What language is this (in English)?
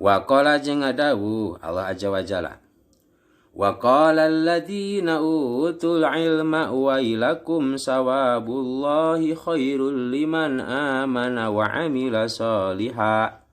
Sundanese